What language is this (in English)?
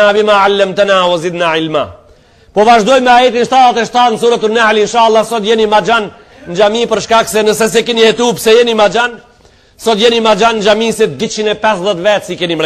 Albanian